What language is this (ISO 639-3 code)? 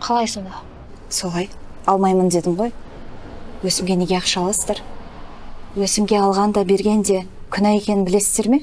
kaz